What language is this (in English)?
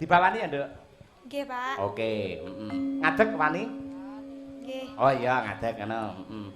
Javanese